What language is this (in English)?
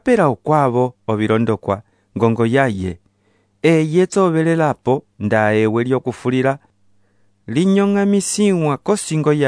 Umbundu